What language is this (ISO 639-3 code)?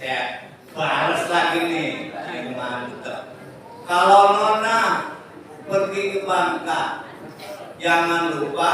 bew